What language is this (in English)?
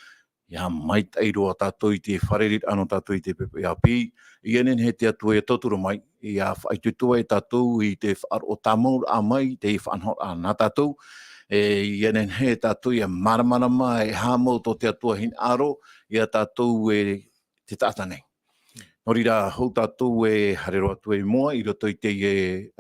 Tahitian